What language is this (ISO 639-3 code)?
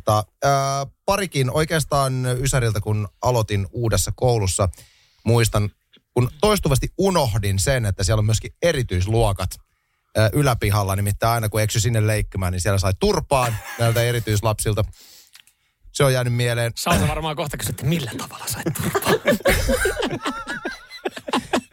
fin